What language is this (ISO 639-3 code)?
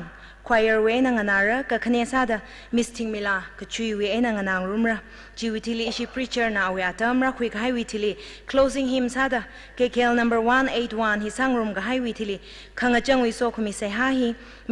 nmf